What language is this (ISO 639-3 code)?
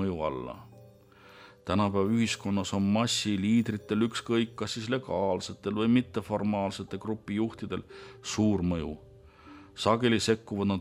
est